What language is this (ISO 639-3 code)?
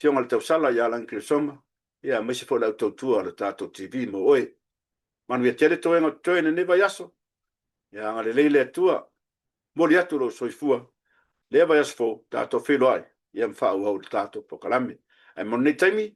smo